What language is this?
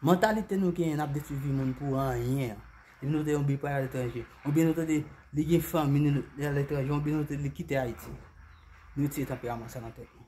Haitian Creole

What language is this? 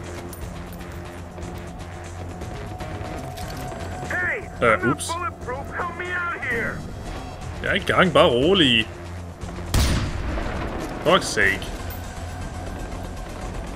Danish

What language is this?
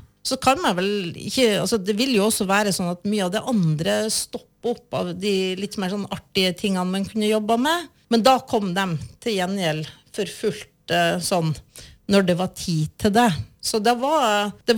Norwegian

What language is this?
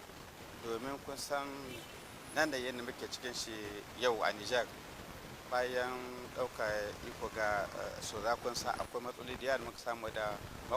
Hausa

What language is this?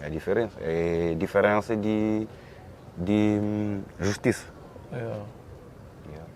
Kabuverdianu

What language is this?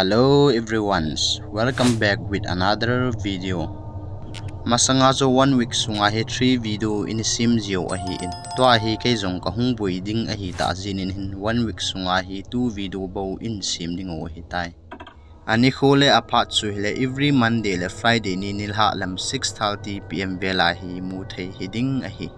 Thado Chin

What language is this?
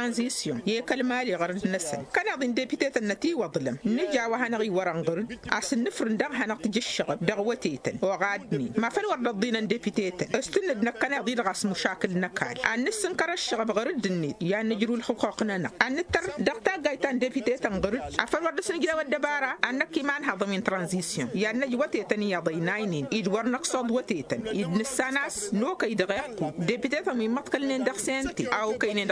Tamasheq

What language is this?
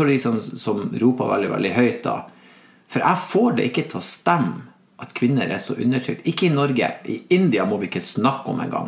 Norwegian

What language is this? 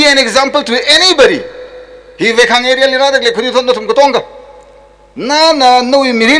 Tangkhul Naga (India)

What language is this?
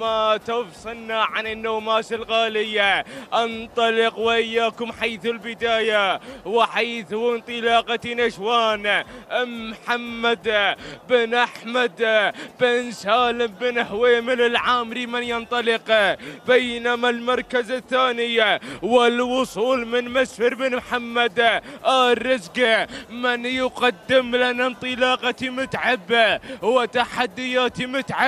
Arabic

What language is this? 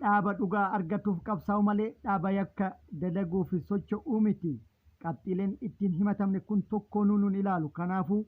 Oromo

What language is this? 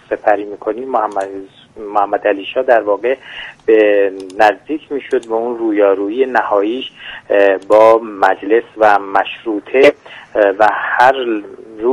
Persian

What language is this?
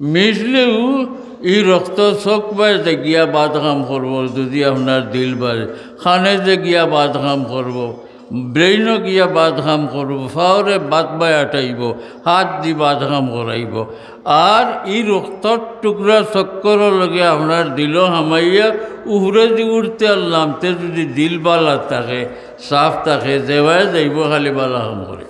Sylheti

